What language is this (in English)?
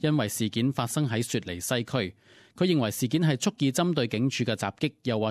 Cantonese